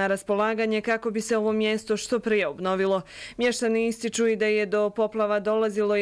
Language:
Bosnian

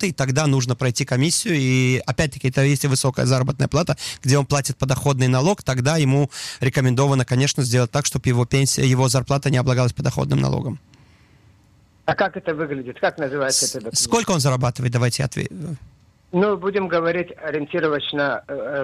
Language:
Russian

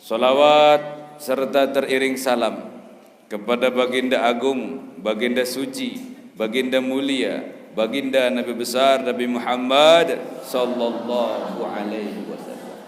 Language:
Sasak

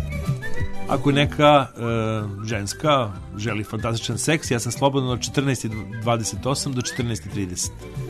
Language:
Serbian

